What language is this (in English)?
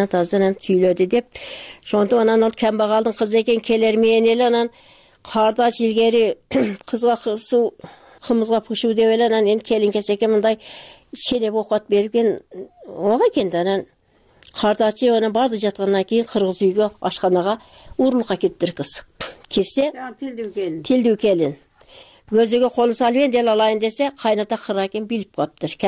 Kyrgyz